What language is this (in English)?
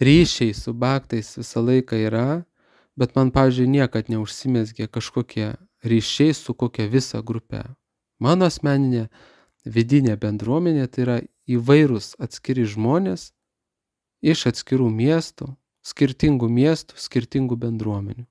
Lithuanian